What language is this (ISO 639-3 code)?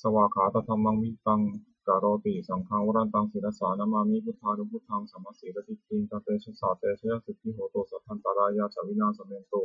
pli